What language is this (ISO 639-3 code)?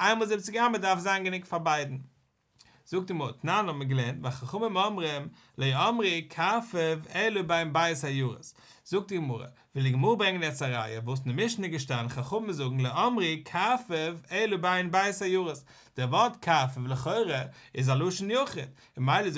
yid